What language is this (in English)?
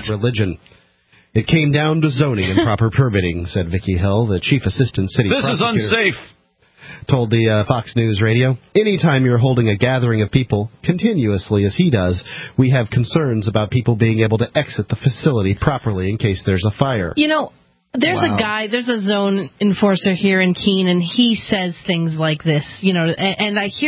English